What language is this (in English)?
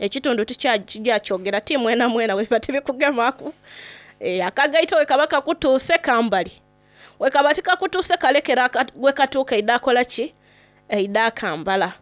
Soga